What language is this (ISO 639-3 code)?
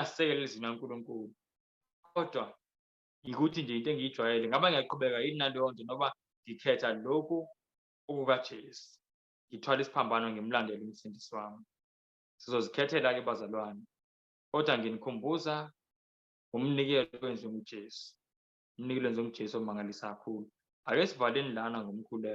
zul